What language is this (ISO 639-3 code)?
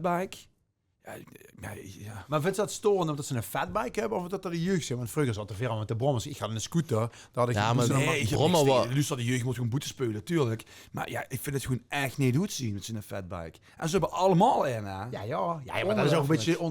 lim